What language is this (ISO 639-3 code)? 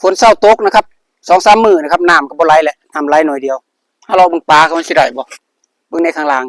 tts